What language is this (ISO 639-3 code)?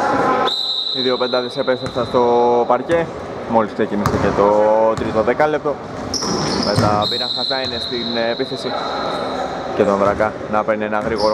ell